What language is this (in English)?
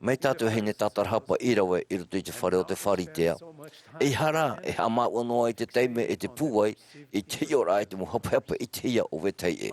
Tahitian